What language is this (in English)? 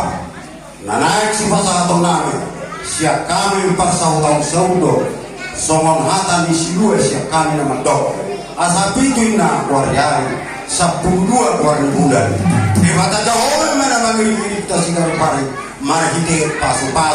Batak Toba